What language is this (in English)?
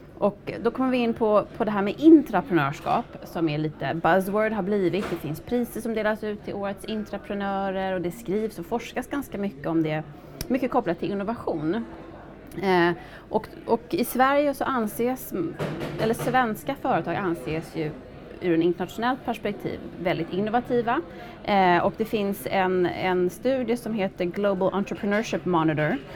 Swedish